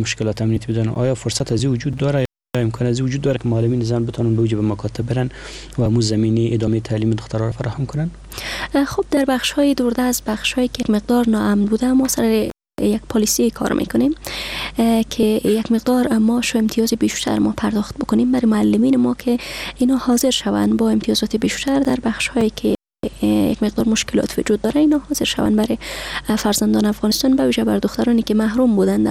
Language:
Persian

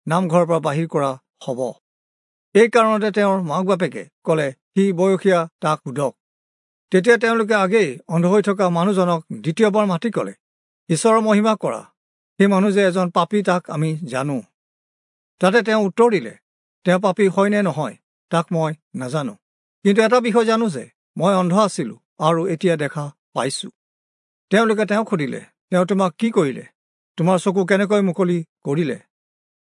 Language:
Assamese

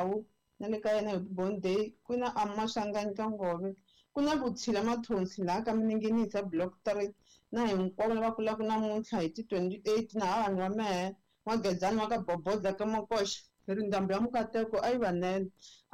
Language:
Tsonga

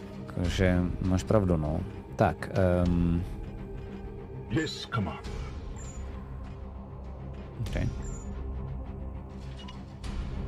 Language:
Czech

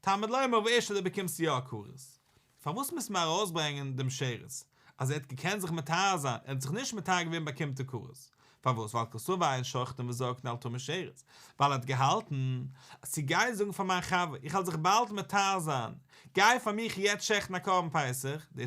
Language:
Yiddish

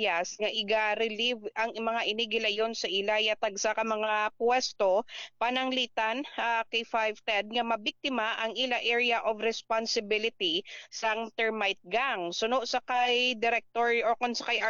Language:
Hiligaynon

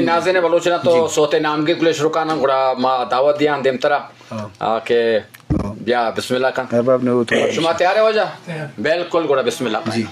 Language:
Eastern Balochi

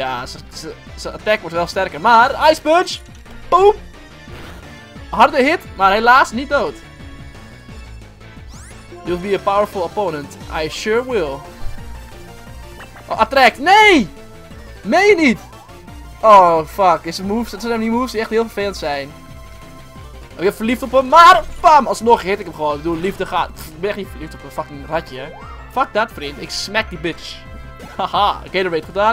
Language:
Dutch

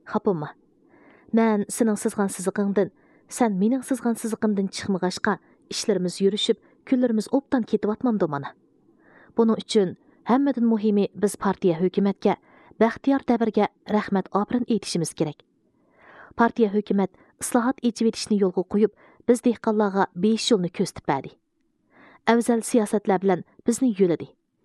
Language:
Uyghur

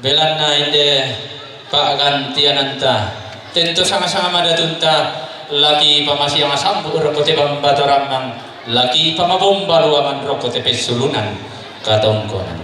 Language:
Toraja-Sa'dan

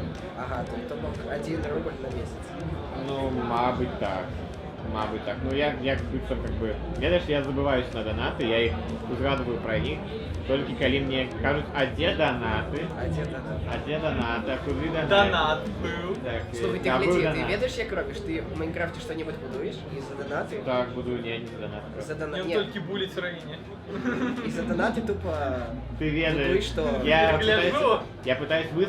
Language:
Belarusian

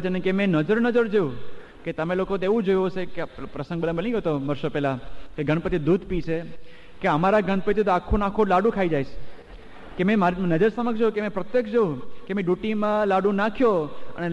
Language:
Gujarati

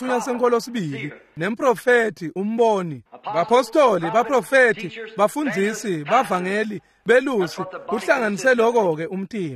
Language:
Swati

